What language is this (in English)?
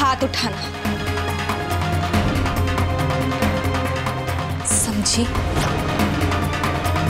Hindi